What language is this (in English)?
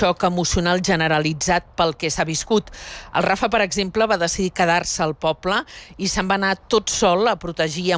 Catalan